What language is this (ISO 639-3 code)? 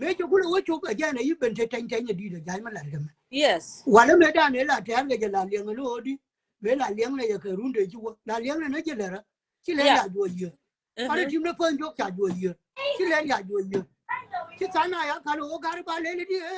nus